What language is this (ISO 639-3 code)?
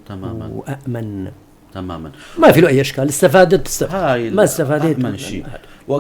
apc